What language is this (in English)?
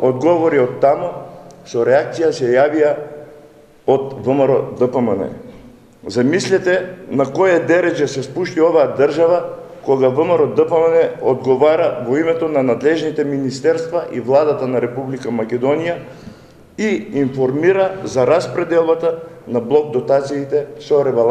Macedonian